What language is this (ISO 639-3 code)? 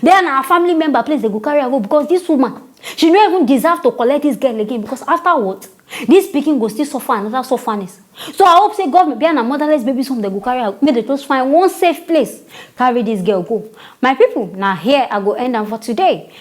pcm